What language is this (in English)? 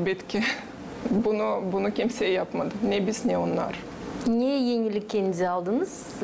Gagauz